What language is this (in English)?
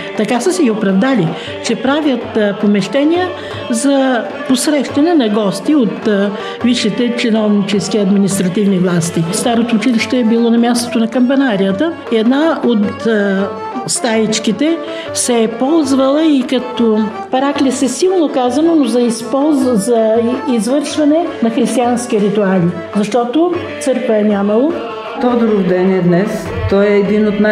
Bulgarian